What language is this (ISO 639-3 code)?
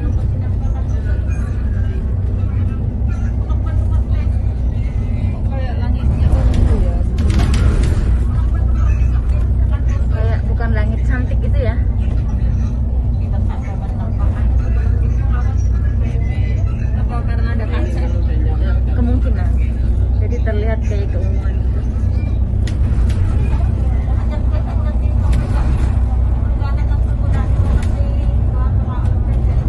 ind